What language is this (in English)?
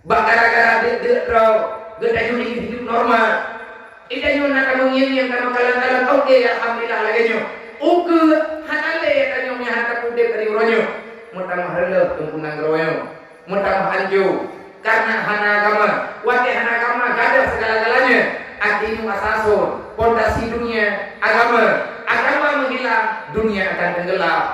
Achinese